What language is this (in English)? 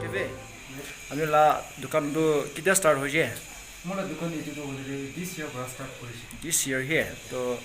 Naga Pidgin